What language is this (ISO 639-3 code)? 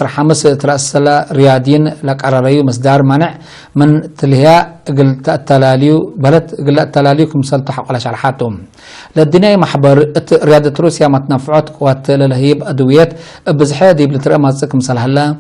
tig